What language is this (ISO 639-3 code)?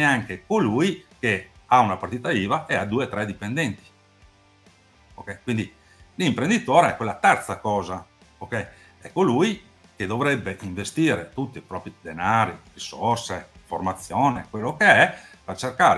ita